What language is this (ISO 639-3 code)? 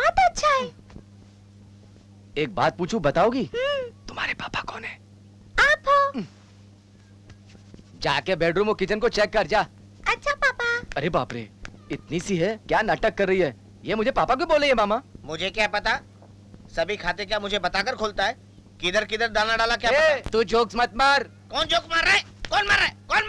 hin